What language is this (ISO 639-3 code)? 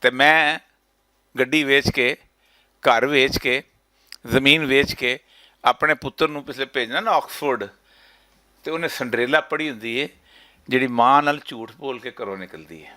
lah